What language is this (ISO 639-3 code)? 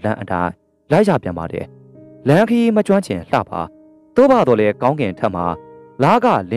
mya